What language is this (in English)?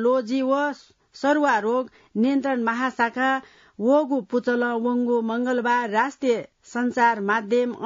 Newari